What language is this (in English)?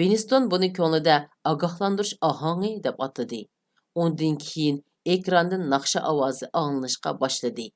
Uyghur